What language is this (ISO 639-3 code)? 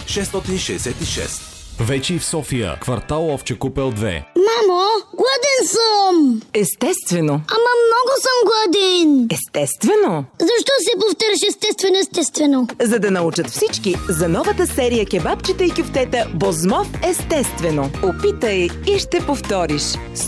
bul